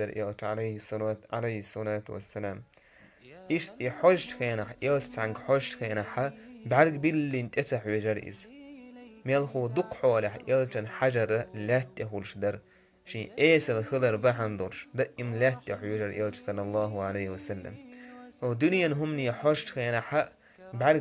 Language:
Chechen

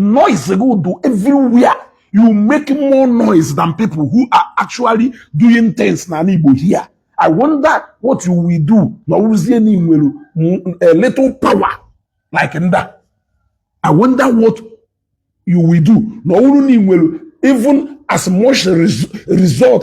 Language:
Igbo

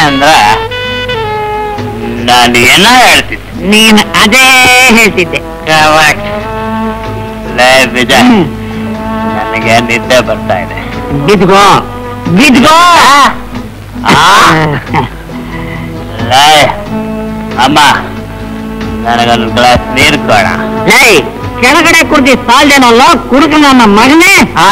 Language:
Kannada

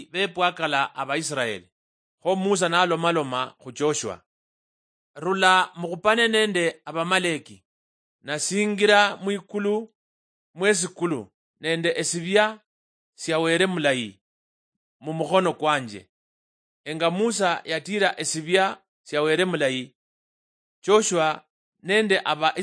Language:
Luyia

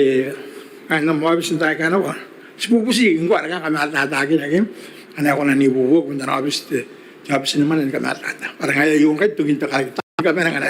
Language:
Gilbertese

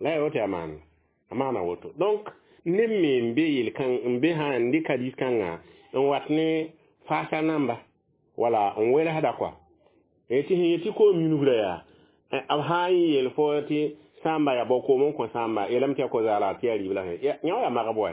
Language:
Mossi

